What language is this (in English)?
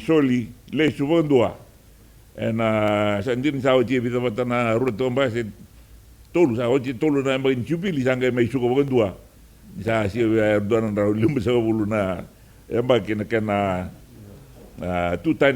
Fijian